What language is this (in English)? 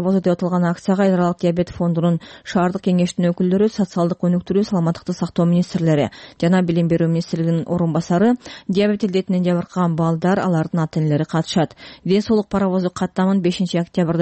Kyrgyz